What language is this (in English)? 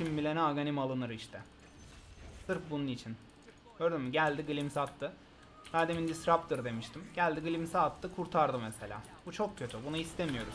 Turkish